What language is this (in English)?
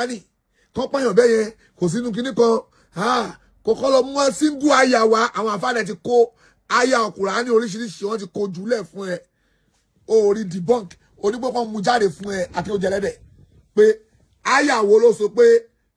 Yoruba